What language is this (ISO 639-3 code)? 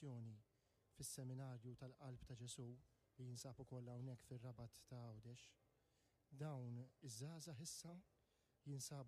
mlt